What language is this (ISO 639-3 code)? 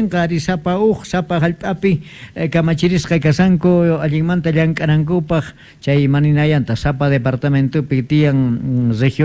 quh